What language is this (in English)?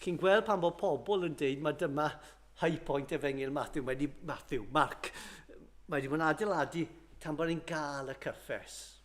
Welsh